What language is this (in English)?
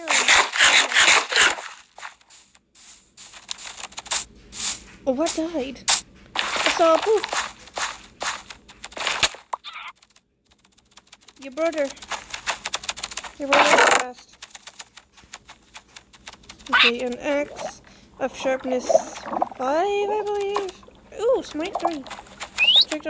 English